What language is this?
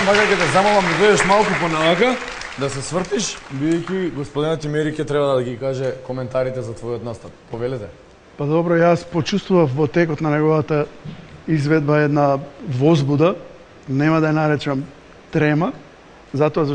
Macedonian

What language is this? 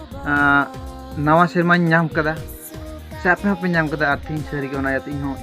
Santali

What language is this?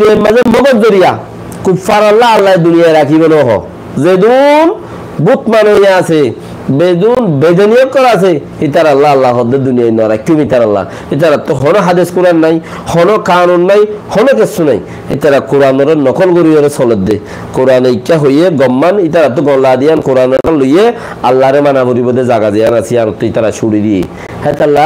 Rohingya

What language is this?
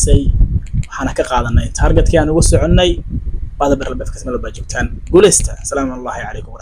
Somali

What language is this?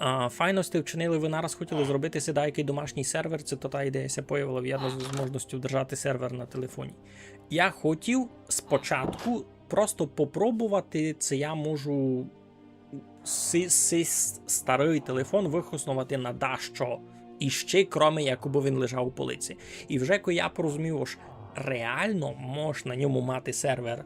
Rusyn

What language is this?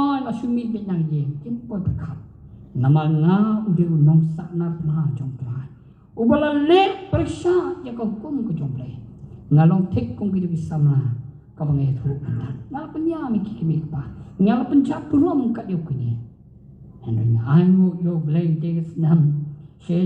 Khasi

